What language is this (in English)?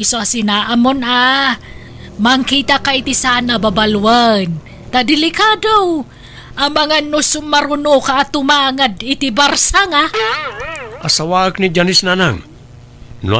Iloko